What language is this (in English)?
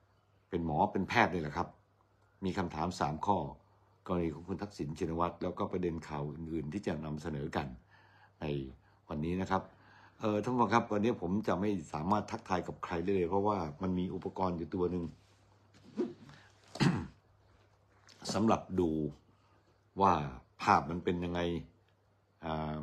Thai